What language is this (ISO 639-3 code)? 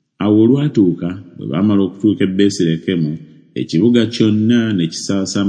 lug